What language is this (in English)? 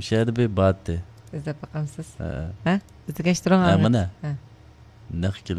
Uyghur